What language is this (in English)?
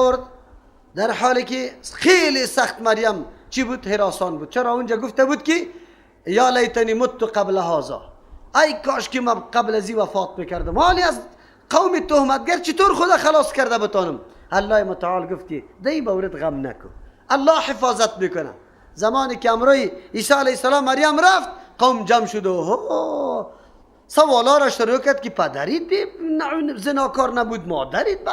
Persian